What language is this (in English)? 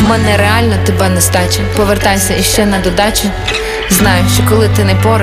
Ukrainian